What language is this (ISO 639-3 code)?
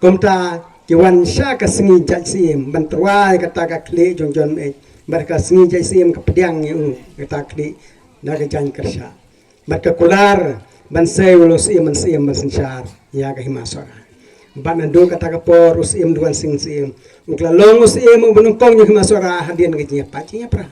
kha